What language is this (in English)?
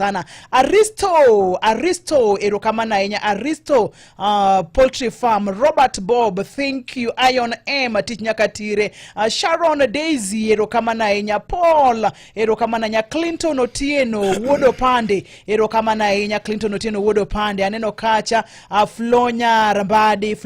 Luo (Kenya and Tanzania)